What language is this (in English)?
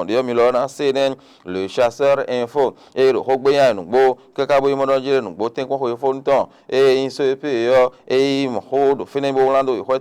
Fon